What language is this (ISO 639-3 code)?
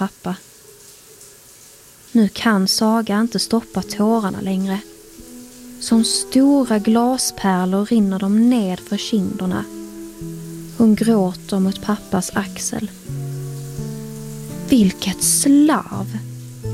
swe